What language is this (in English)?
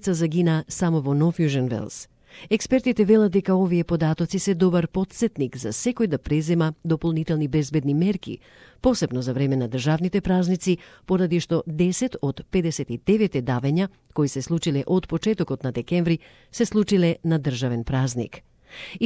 Macedonian